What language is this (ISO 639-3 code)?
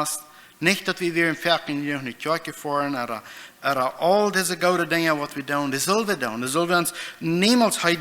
pdt